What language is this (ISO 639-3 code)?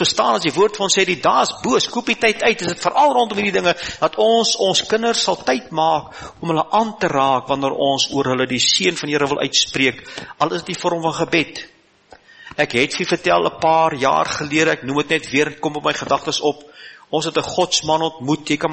afr